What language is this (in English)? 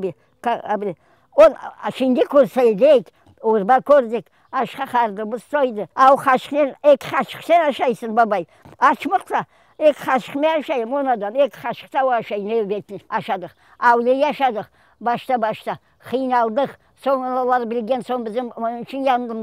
Crimean Tatar